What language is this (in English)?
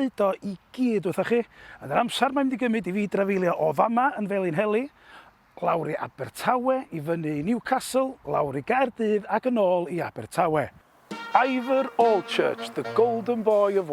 Welsh